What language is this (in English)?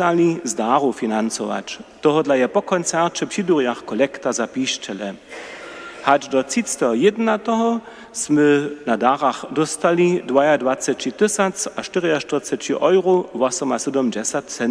Upper Sorbian